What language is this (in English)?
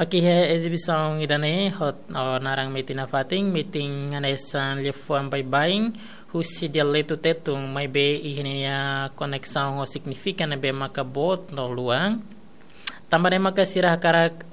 Tetum